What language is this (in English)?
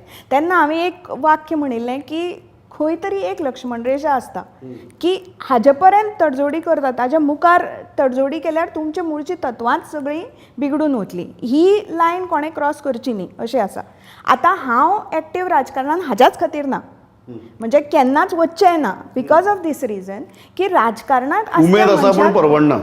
Konkani